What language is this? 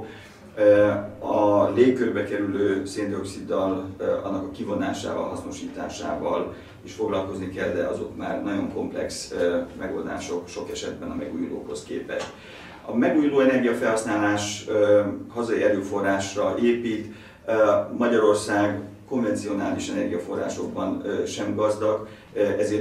Hungarian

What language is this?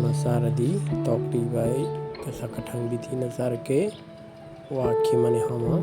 Kok Borok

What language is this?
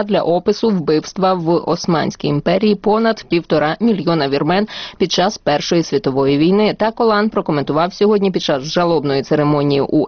Ukrainian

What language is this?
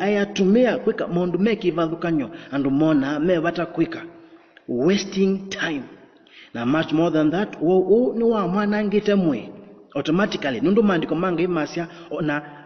Kamba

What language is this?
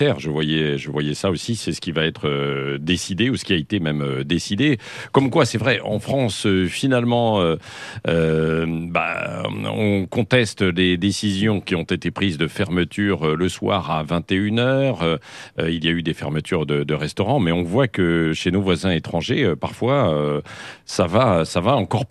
French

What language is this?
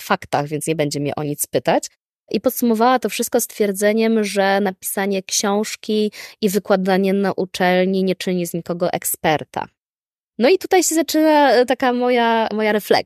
Polish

